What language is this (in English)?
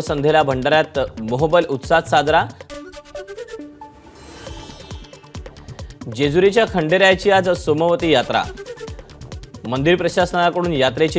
Marathi